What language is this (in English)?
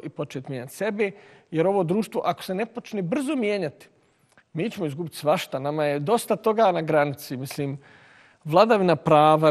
Bosnian